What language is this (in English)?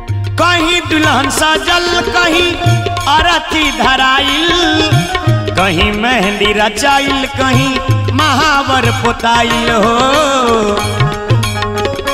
Bhojpuri